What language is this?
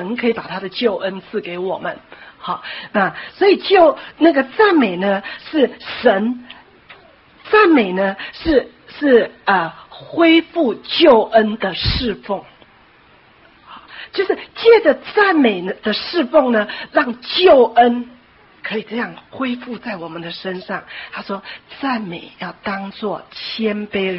Chinese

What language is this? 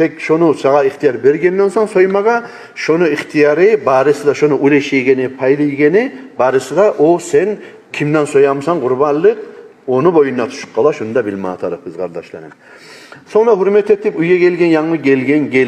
Kumyk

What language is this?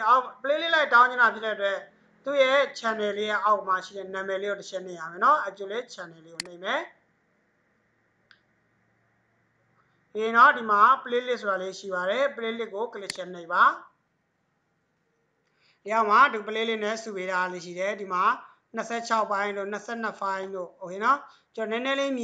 Burmese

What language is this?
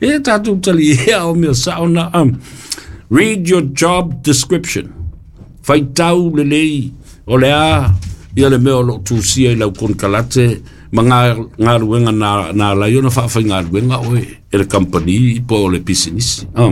Samoan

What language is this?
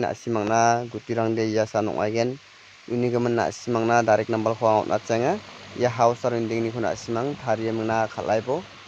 Garo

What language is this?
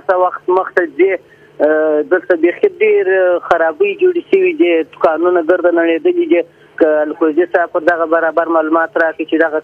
Pashto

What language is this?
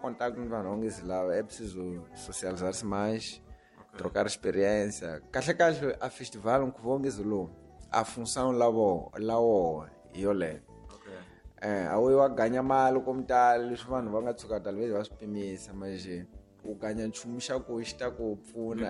Tsonga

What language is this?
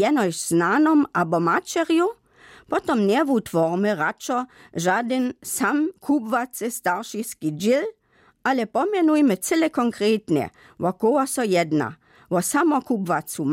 Upper Sorbian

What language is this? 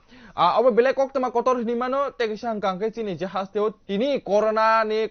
Kok Borok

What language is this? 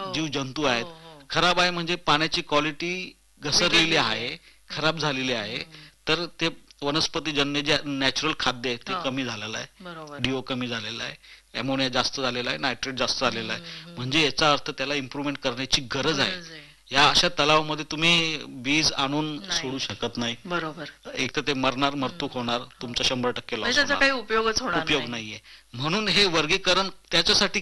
Marathi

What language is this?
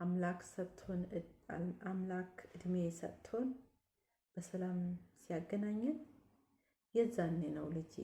Amharic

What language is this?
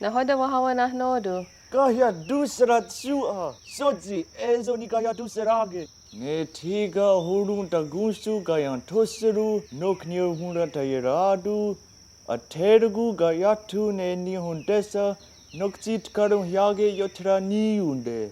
Mohawk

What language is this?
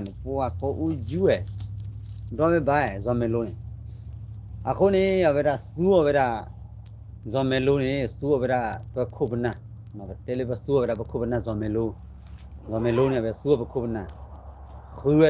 S'gaw Karen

